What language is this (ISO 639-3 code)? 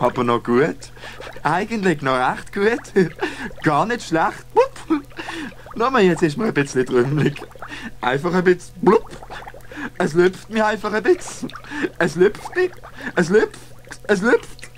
gsw